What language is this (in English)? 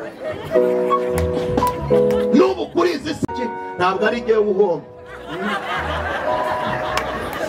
Kinyarwanda